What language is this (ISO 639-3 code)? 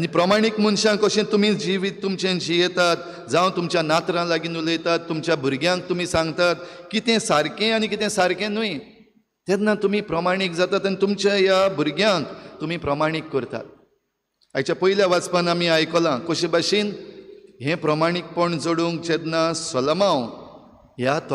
kok